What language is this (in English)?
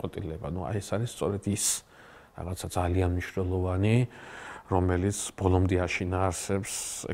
Georgian